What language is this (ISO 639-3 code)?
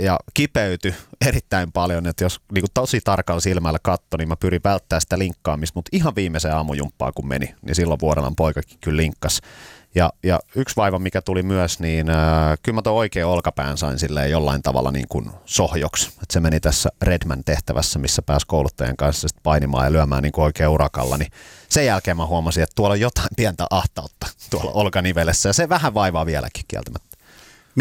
fin